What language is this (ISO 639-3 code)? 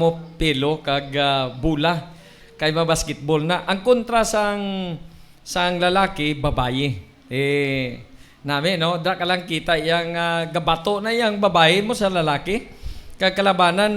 hil